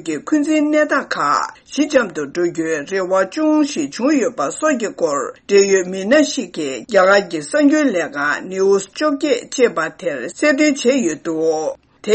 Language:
Tibetan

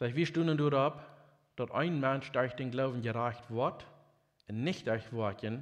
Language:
Plautdietsch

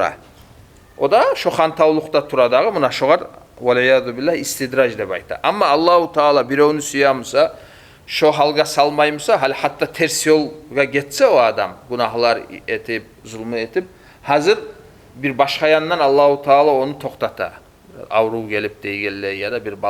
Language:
Kumyk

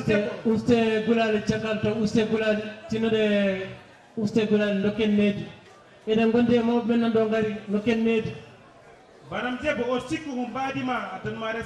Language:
Fula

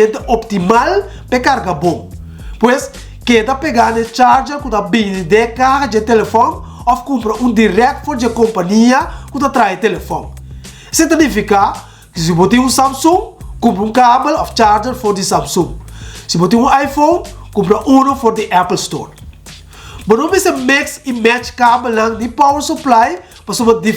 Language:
Papiamento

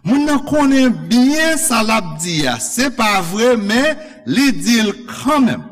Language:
Haitian Creole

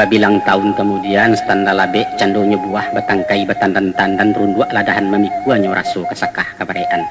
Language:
Minangkabau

